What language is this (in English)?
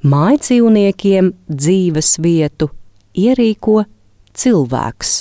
Latvian